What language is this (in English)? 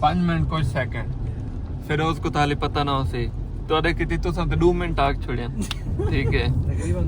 Saraiki